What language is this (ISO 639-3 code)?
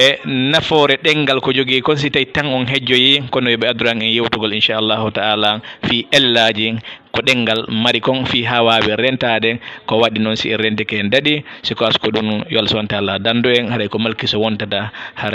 ful